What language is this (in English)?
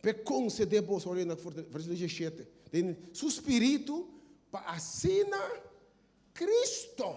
Papiamento